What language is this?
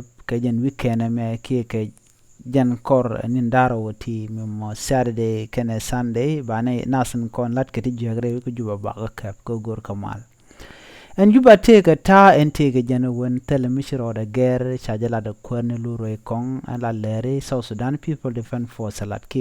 Nuer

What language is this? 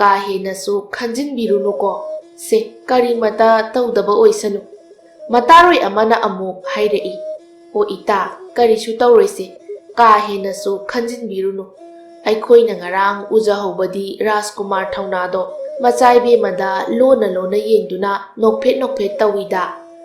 Manipuri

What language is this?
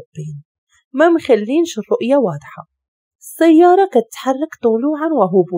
Moroccan Arabic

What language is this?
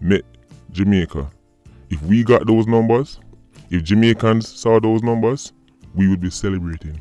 Jamaican Creole English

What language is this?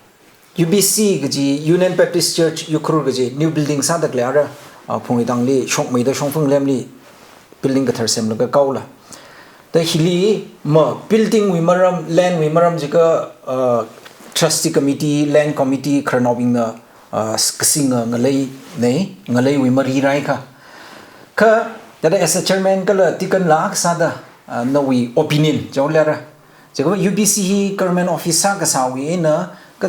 Tangkhul Naga (India)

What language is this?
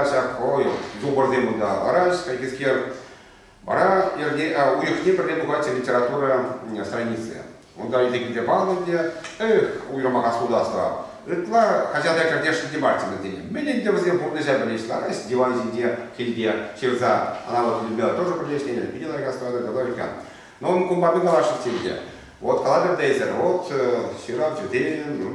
Chuvash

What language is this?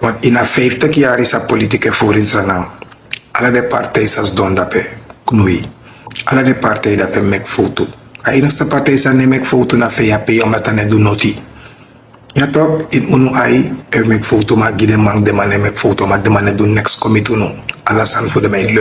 Sranan Tongo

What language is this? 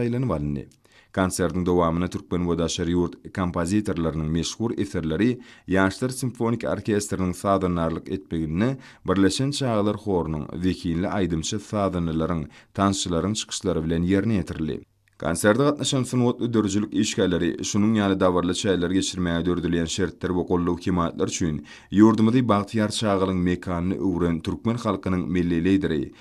Turkmen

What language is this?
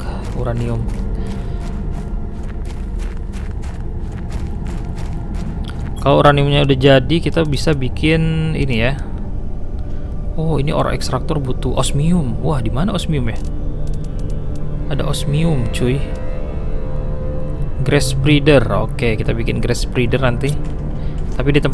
Indonesian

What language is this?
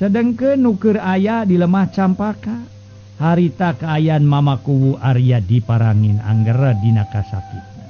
Sundanese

